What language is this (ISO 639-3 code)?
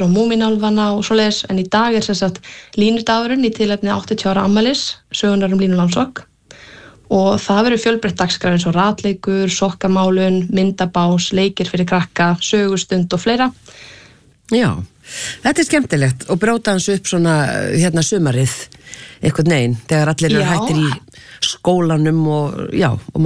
isl